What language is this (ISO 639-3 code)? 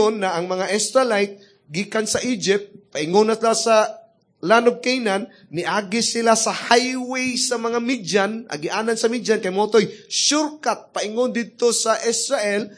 ceb